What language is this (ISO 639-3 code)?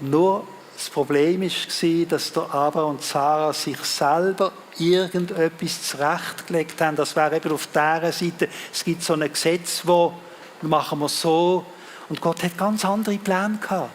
gsw